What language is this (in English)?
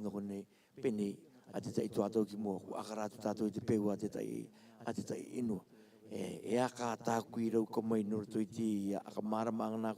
Rarotongan